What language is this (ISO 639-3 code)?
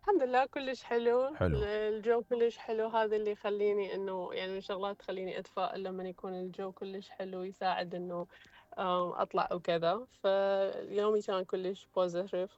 acm